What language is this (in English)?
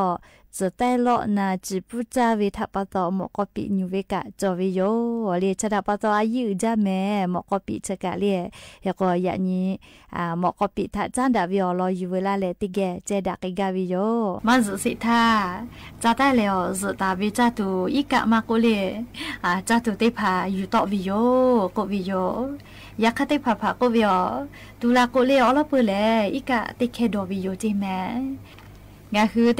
Lahu